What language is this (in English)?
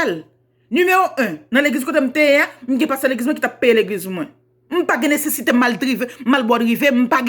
Haitian Creole